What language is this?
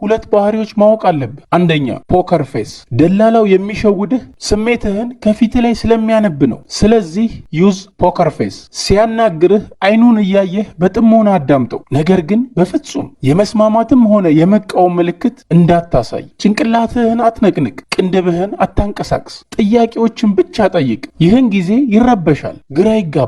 Amharic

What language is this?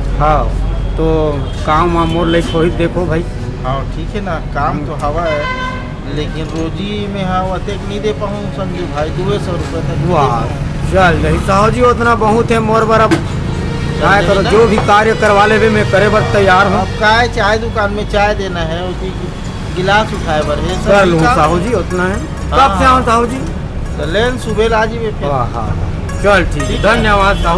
Chhattisgarhi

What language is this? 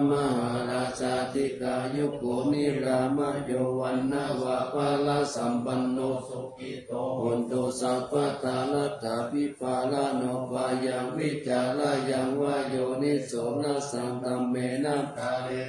Pali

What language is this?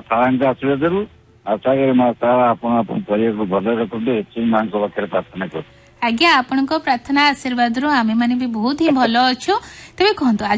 Odia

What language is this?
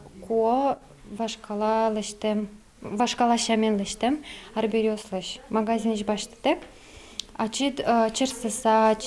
Udmurt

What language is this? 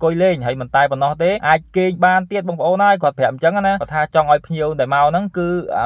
Khmer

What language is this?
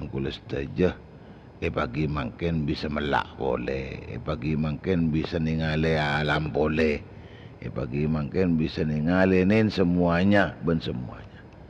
Madurese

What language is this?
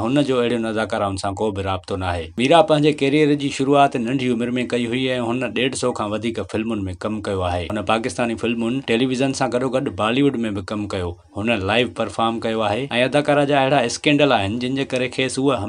Sindhi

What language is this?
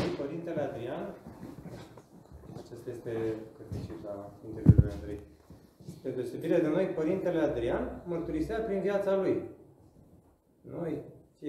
Romanian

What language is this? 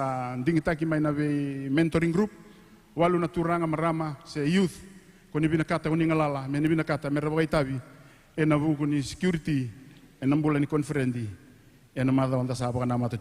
Fijian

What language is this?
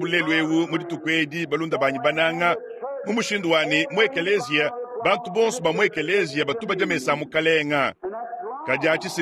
Luba-Lulua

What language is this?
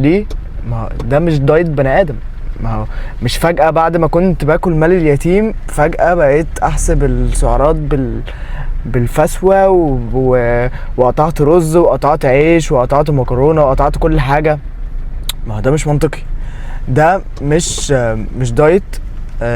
Egyptian Arabic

